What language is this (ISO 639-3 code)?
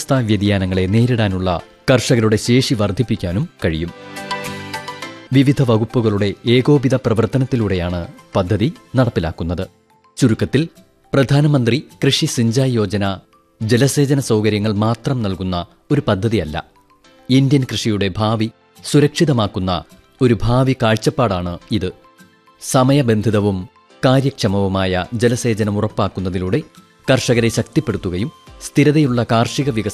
mal